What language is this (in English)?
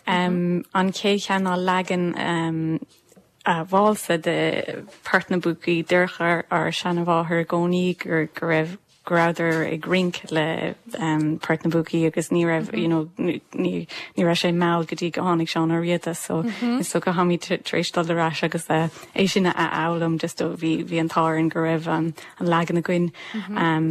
Irish